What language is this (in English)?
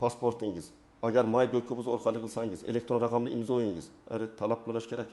Uzbek